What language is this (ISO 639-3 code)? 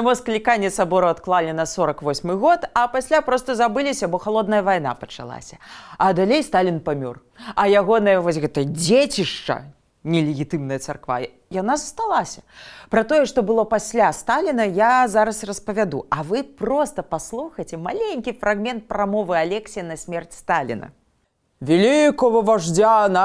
bel